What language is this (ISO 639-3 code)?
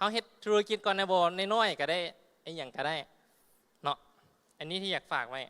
lao